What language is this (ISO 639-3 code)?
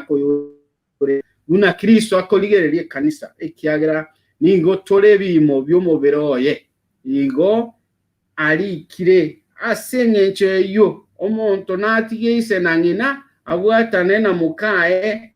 guz